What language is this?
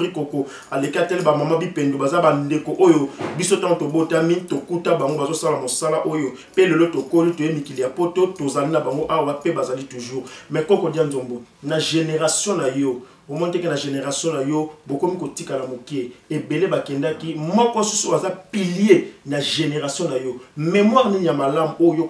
Lingala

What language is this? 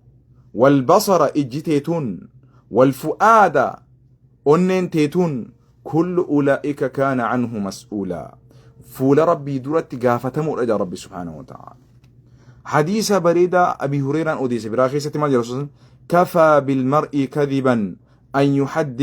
Oromo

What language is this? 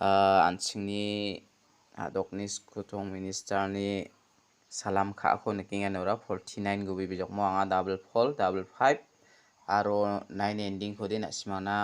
Garo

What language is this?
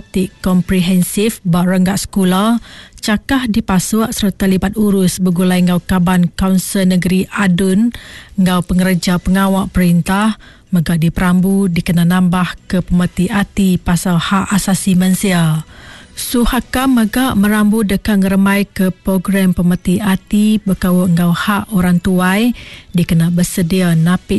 Iban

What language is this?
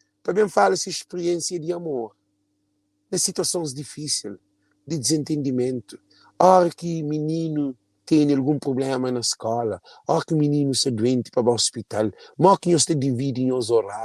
Kabuverdianu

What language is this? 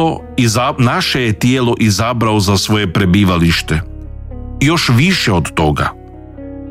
Croatian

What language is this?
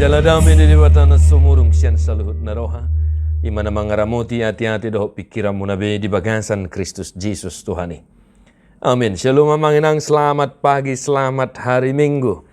Batak Toba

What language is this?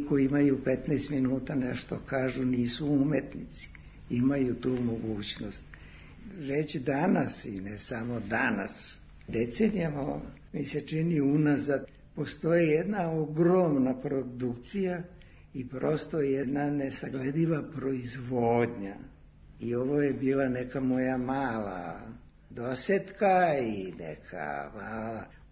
Serbian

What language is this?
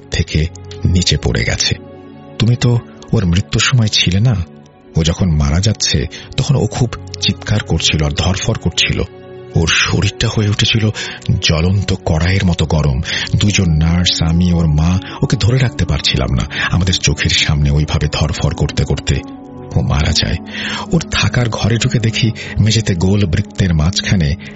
Bangla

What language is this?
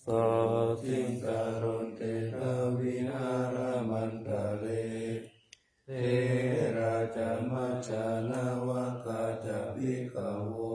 Pali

